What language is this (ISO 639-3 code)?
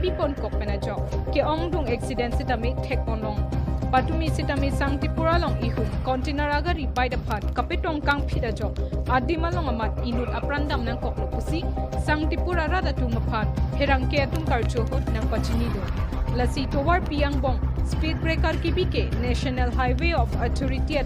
mjw